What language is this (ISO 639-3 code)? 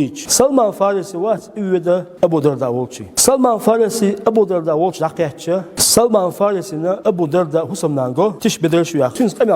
che